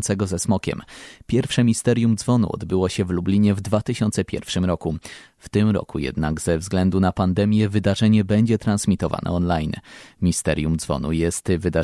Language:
Polish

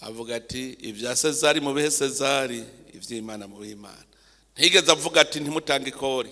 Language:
Rundi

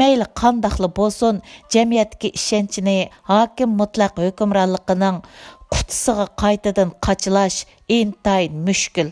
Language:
Uyghur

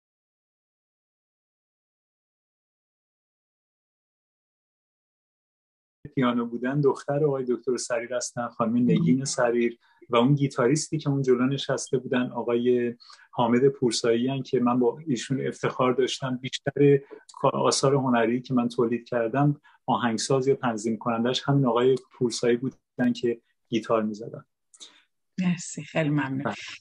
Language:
Persian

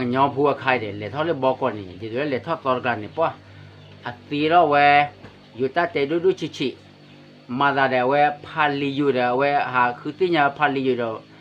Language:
S'gaw Karen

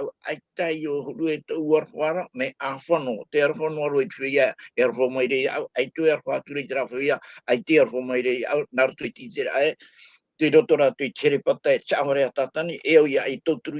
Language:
Tahitian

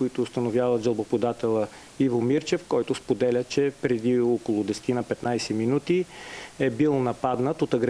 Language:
Bulgarian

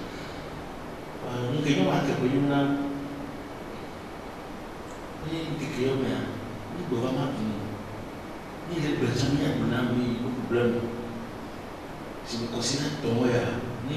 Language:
French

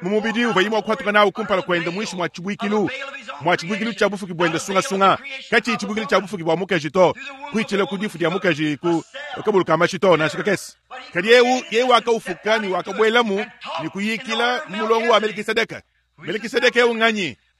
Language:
Luba-Lulua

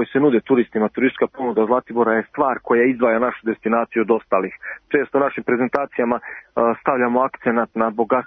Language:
Serbian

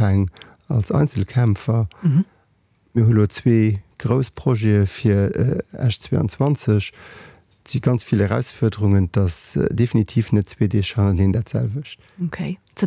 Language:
Luxembourgish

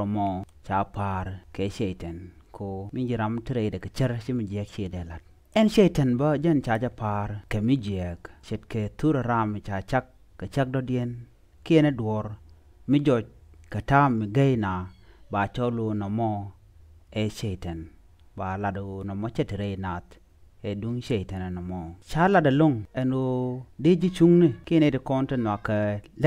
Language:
Nuer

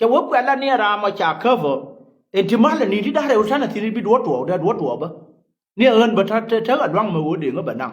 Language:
Nuer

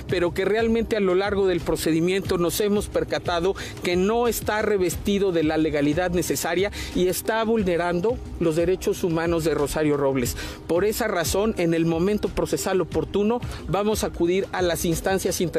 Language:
Spanish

